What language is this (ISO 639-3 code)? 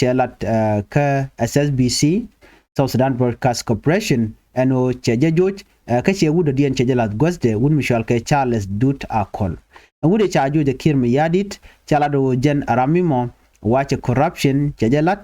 nus